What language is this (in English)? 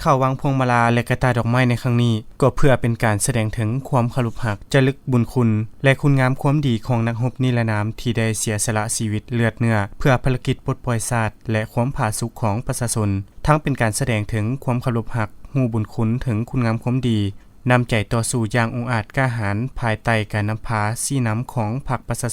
Lao